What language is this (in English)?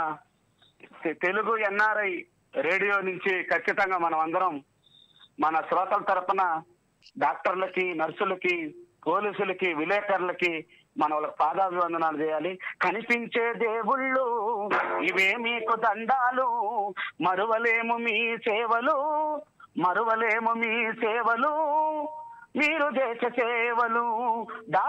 Telugu